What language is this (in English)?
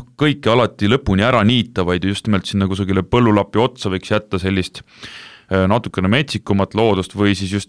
Estonian